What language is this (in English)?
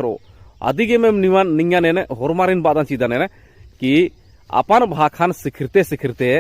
Kurukh